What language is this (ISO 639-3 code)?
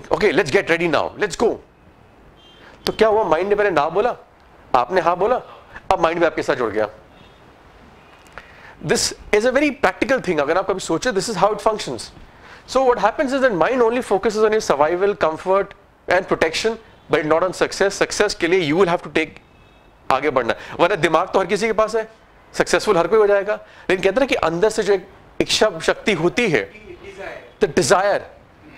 hin